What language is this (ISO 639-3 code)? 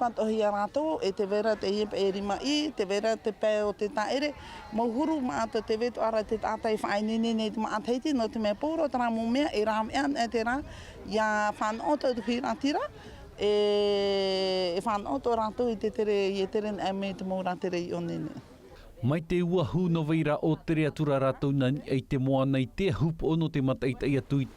tah